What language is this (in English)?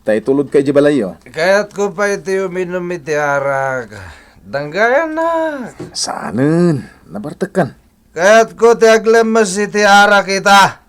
Iloko